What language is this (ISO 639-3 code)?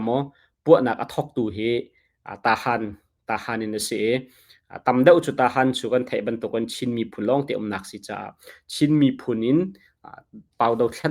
cnh